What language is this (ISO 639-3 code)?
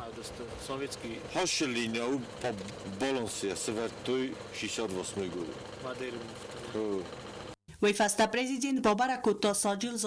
oss